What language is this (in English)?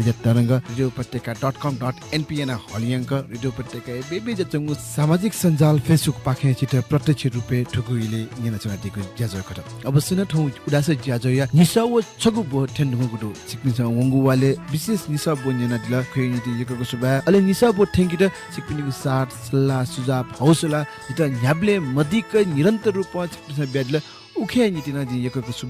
Newari